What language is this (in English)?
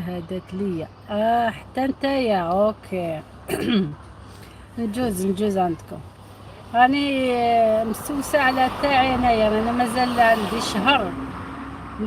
Algerian Arabic